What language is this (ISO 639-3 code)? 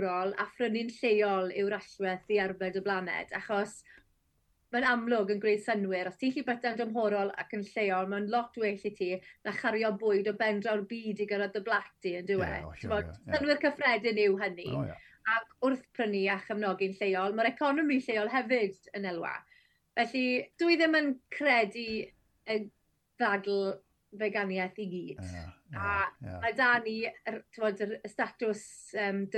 cym